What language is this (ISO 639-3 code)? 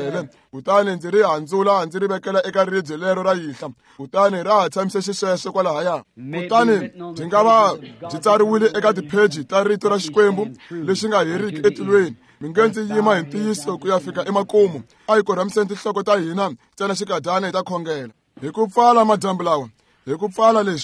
tso